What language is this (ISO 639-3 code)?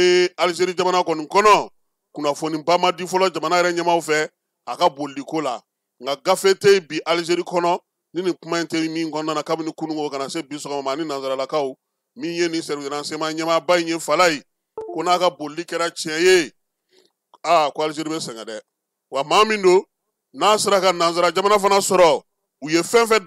bam